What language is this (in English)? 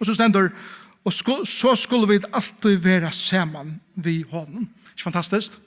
Faroese